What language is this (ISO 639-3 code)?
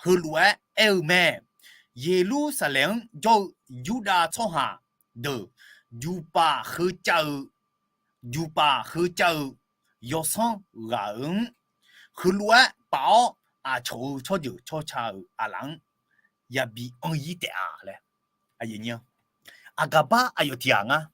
ahk